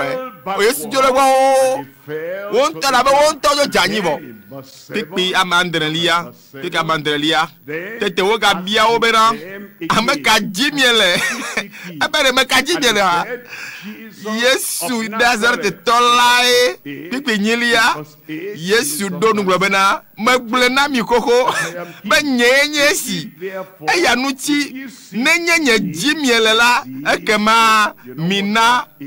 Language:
Ewe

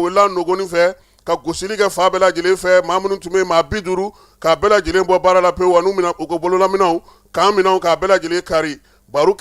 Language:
Bambara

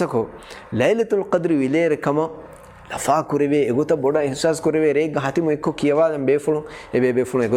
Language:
Divehi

